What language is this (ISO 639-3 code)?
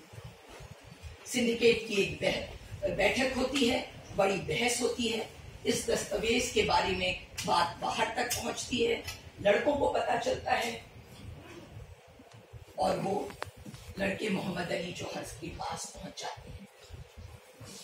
hin